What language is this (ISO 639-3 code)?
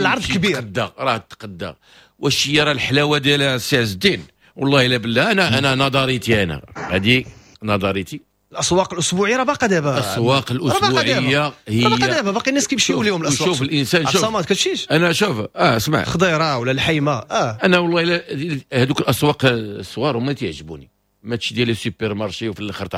ary